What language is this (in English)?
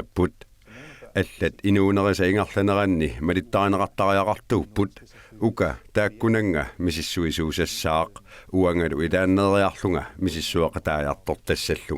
Kalaallisut